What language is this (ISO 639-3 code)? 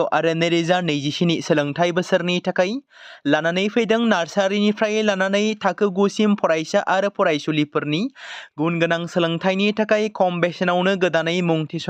brx